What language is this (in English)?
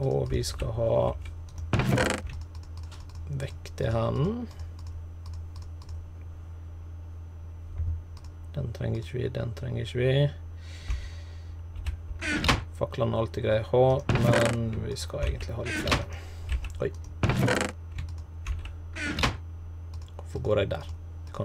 Norwegian